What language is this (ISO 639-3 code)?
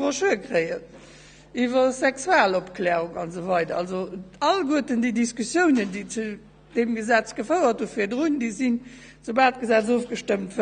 ltz